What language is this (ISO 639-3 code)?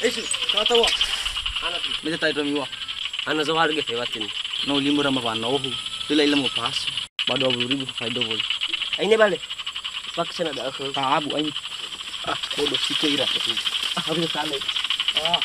nia